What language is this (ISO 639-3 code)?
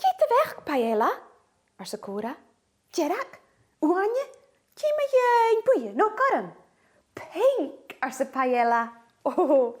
gla